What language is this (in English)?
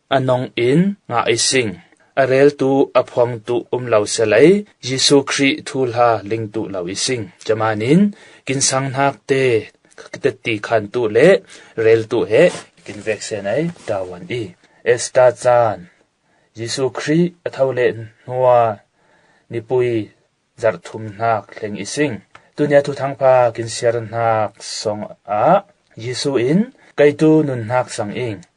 Falam Chin